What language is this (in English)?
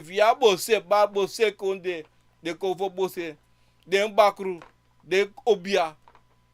Sranan Tongo